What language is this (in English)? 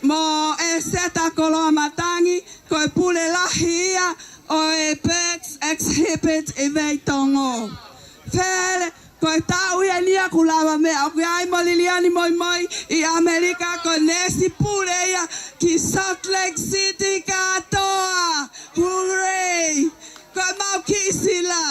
Tongan